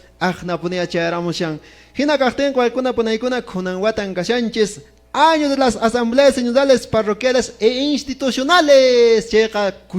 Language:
Quechua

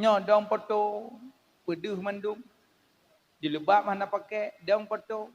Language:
Achinese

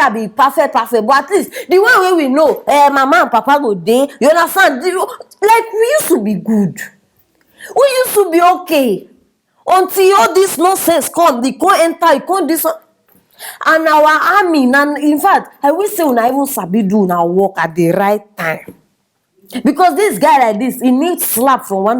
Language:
Nigerian Pidgin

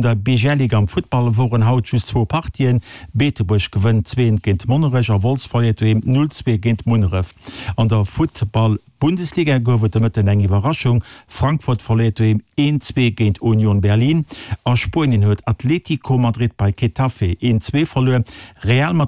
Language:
Luxembourgish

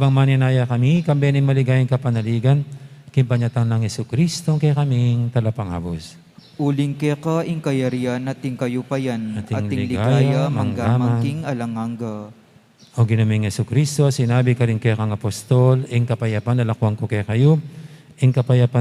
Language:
Pampanga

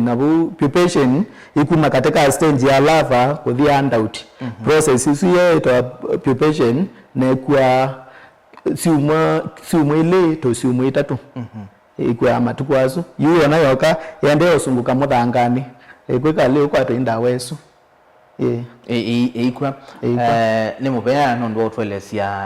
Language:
Kamba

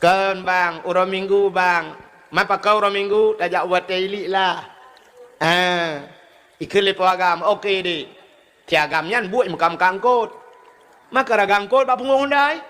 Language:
Achinese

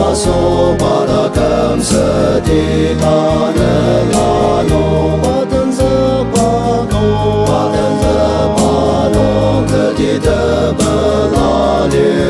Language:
Ao Naga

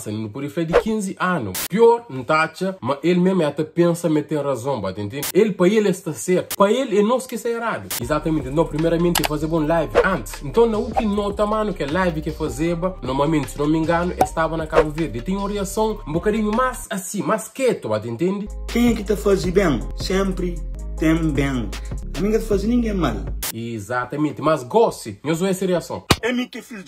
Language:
Kabuverdianu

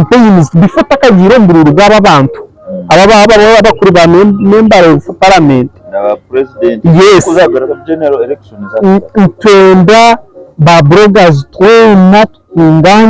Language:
Nyankole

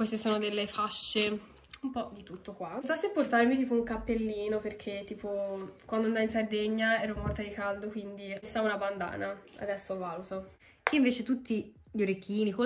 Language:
Italian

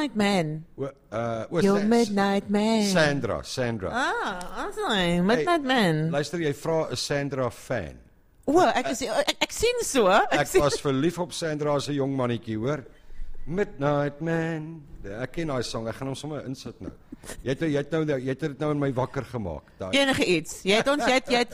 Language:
Afrikaans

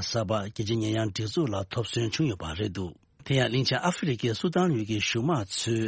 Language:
Tibetan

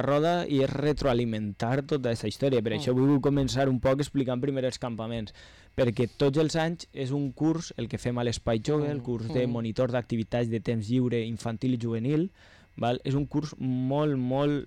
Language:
Catalan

